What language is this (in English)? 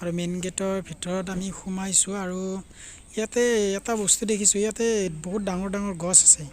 Assamese